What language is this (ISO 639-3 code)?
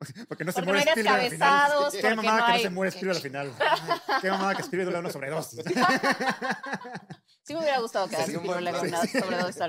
spa